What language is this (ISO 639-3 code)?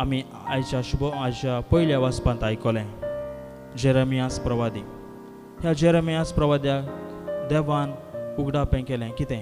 kok